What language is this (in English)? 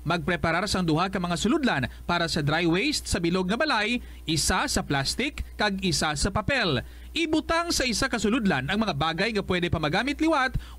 Hiligaynon